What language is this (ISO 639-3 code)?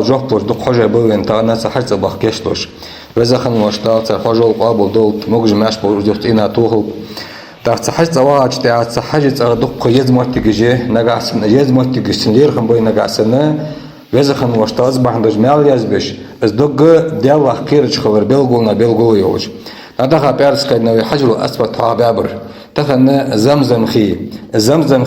inh